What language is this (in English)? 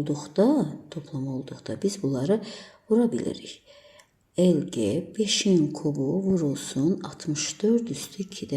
Azerbaijani